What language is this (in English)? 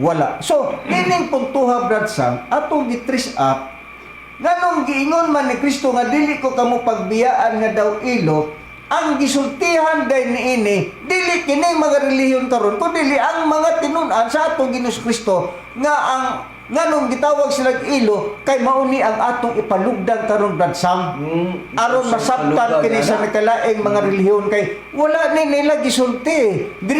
Cebuano